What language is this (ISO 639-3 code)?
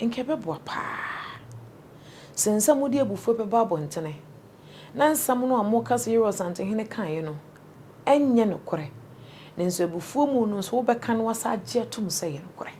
aka